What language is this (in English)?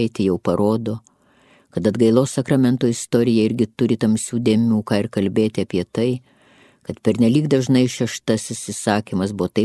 Lithuanian